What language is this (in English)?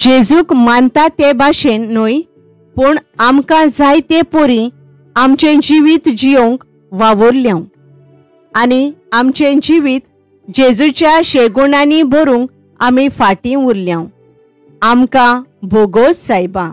Konkani